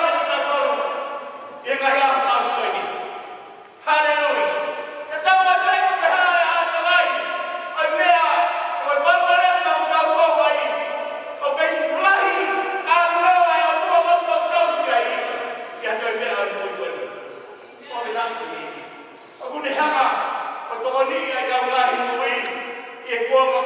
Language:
Tongan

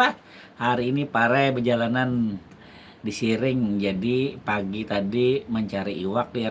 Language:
Banjar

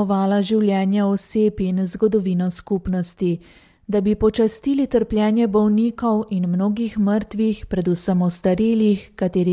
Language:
Slovenian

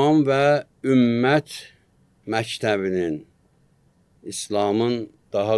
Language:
Azerbaijani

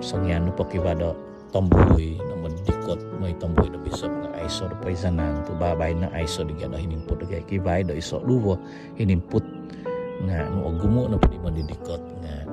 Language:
Central Dusun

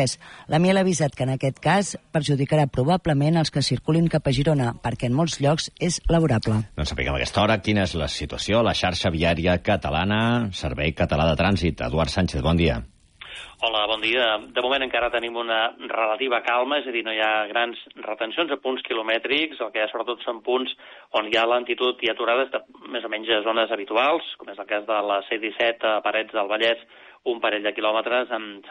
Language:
Catalan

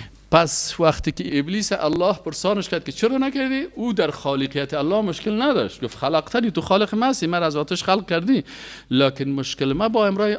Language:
Persian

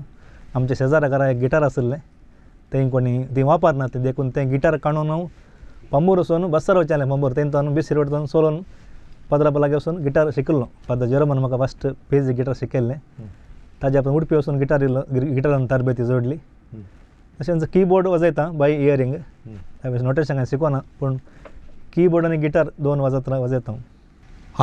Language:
Konkani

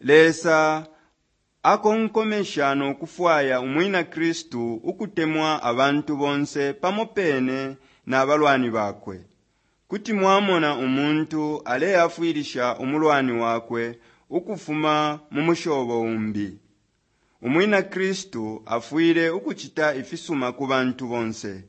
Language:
Bemba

